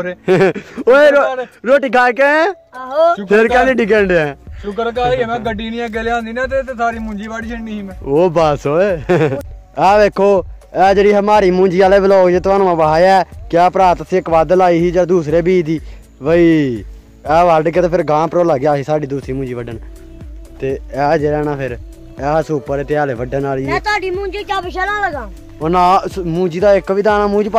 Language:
Punjabi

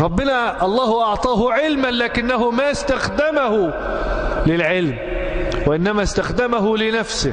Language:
Egyptian Arabic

